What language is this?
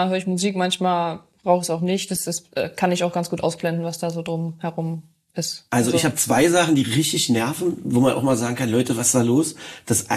German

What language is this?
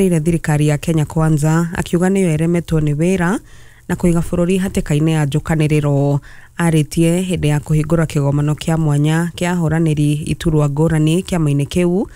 Kikuyu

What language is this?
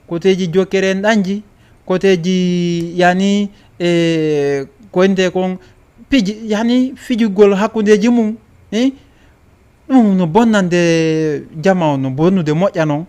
Fula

